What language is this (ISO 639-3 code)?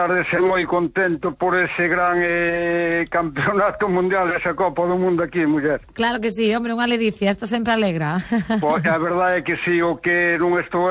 glg